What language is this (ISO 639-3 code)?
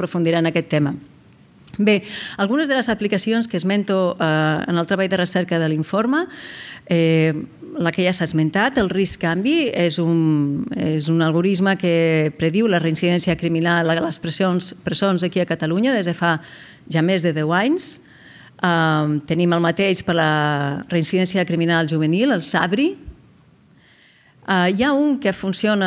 cat